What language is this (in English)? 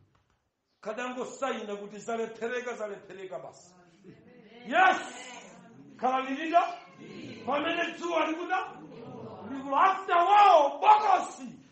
Nyanja